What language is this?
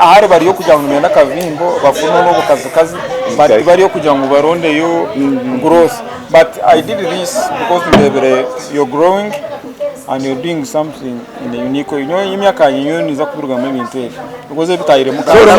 Nyankole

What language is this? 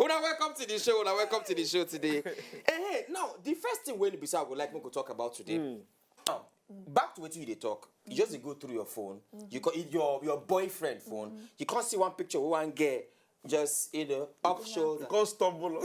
Nigerian Pidgin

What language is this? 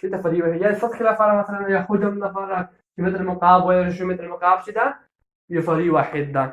Pashto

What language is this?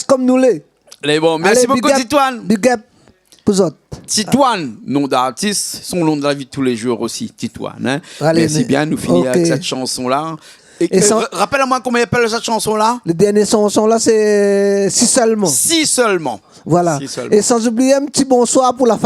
Réunion Creole French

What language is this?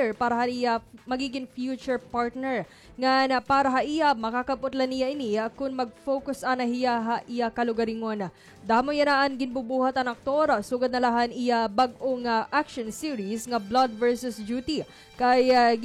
Waray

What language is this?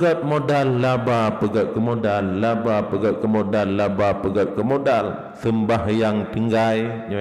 Achinese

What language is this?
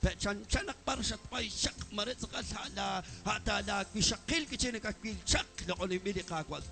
Kekchí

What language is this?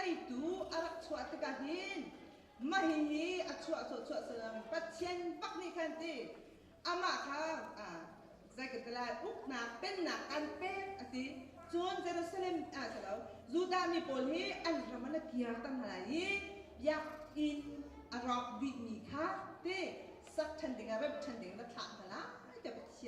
Hakha Chin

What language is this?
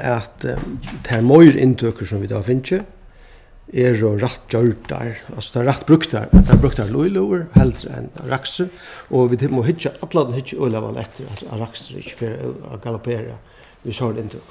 Faroese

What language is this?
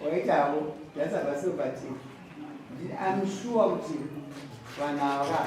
Shona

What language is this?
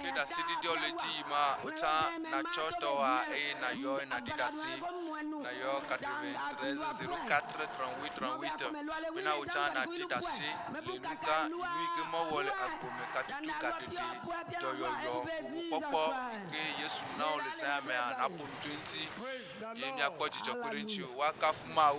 Ewe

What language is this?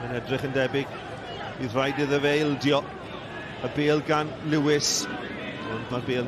Welsh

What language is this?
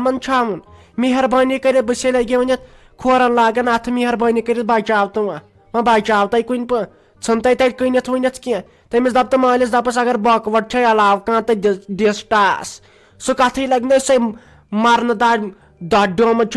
Kashmiri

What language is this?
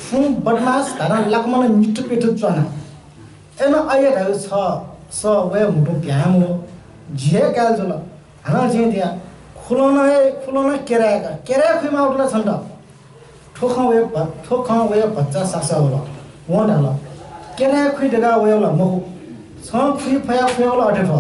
Newari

